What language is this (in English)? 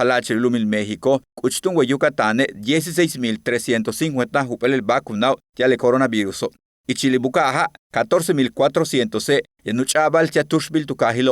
Yucateco